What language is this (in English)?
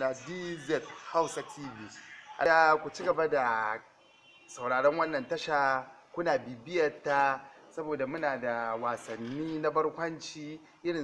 Hausa